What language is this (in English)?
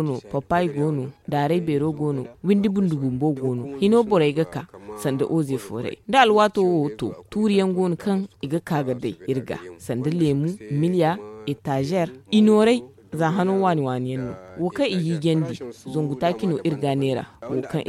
Zarma